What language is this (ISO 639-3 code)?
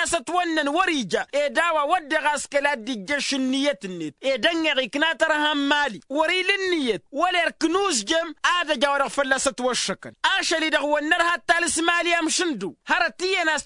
taq